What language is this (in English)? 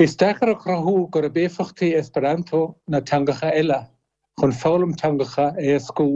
Irish